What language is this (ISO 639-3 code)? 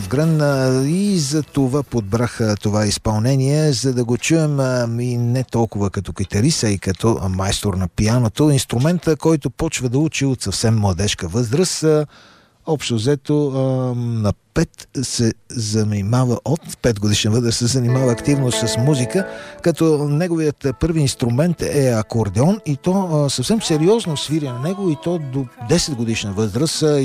bul